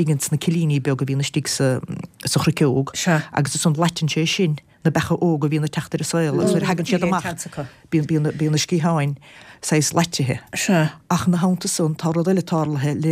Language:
Irish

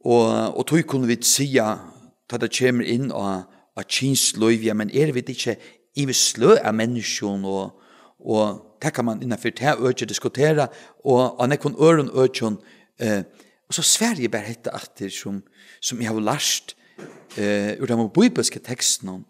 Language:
Faroese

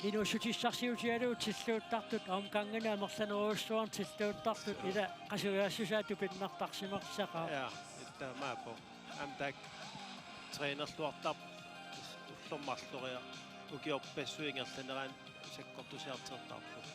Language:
Kalaallisut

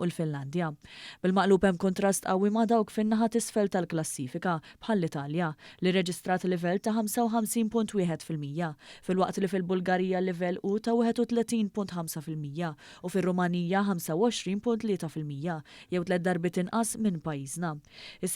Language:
Maltese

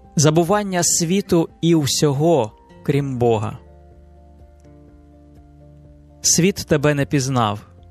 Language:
Ukrainian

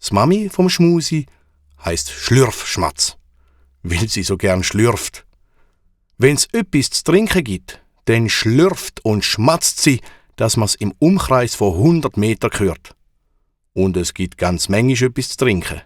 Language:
Swiss German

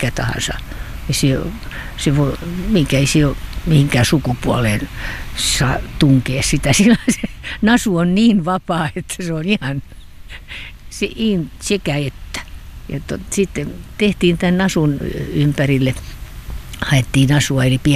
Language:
Finnish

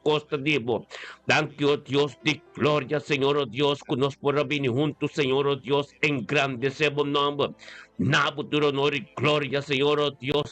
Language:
Papiamento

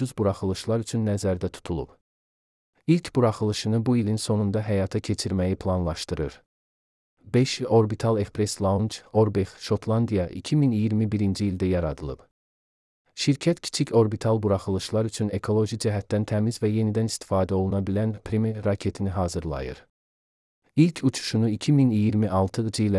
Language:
Azerbaijani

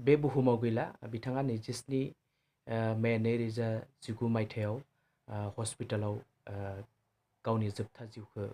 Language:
Bodo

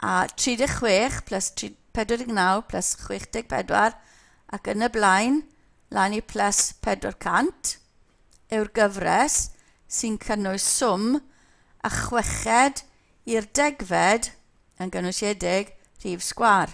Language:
Welsh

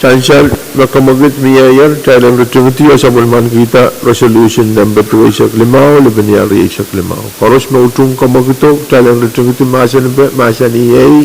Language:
Pohnpeian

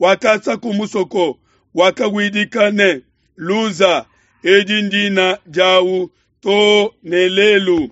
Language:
Luba-Lulua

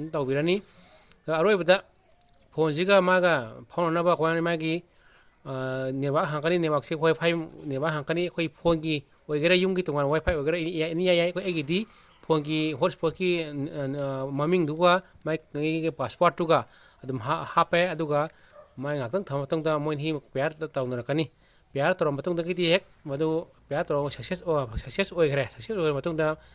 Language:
Manipuri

